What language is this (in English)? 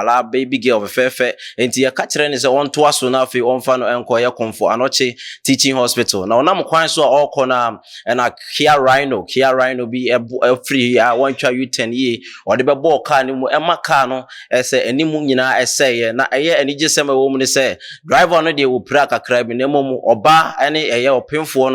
Akan